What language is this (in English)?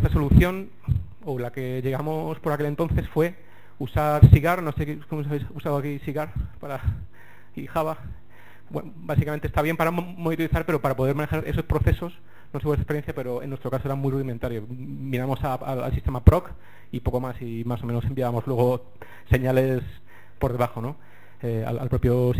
Spanish